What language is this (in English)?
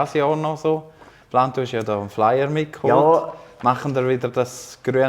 Swiss German